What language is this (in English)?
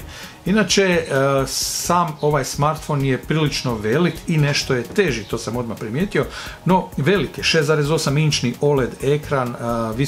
Croatian